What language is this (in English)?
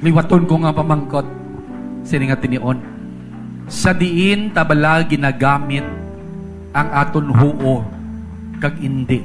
Hiligaynon